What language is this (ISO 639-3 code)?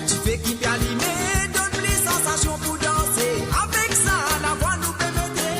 mfe